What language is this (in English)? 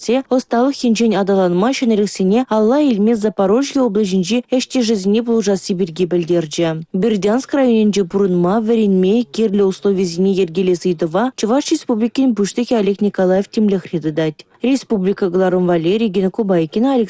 Chuvash